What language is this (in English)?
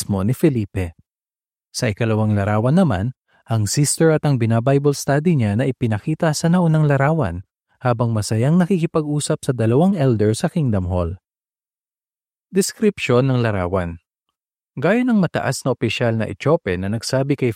Filipino